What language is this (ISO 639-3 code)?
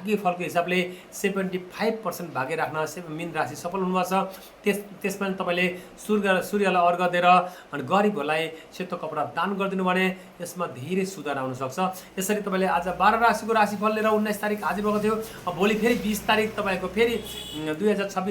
nep